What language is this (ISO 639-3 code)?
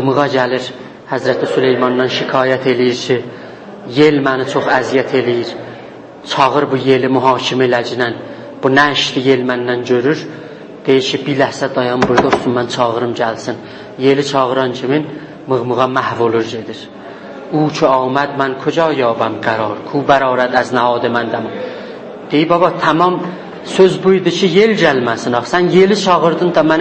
azb